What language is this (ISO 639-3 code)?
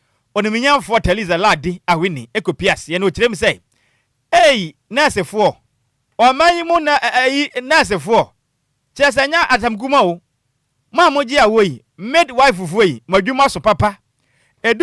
aka